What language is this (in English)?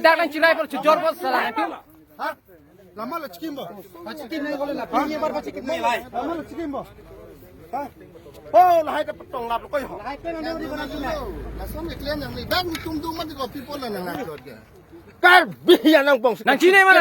Karbi